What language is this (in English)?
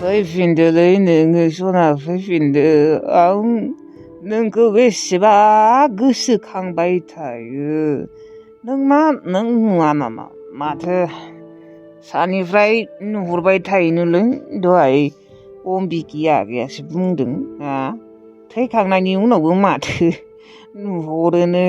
Bodo